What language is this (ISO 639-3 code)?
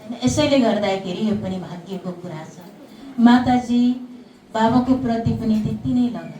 nep